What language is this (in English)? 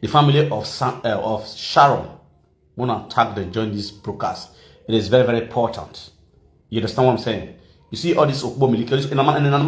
Nigerian Pidgin